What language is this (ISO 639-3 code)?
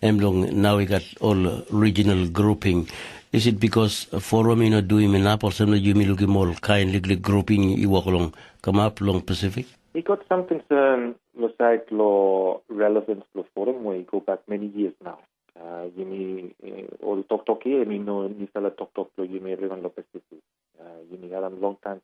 tpi